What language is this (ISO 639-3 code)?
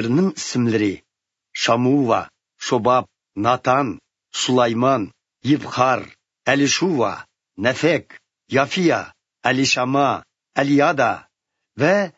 uig